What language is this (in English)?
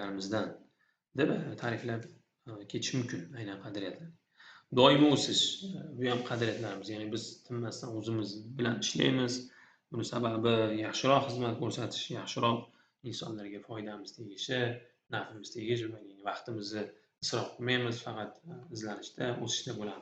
Uzbek